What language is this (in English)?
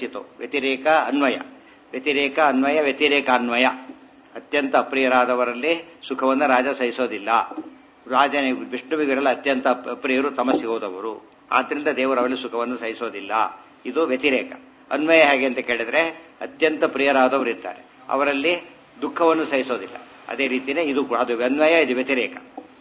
Kannada